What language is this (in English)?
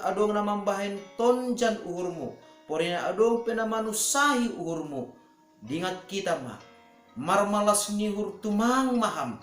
Batak Simalungun